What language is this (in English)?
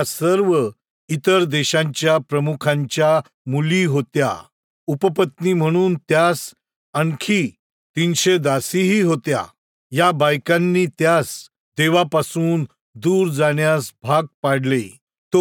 Marathi